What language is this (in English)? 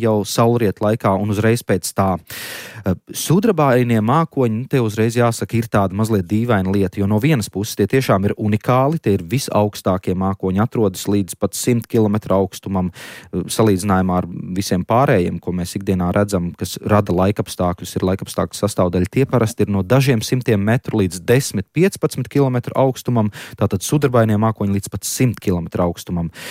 Latvian